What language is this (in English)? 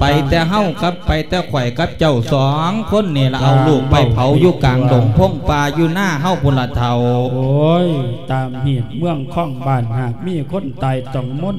Lao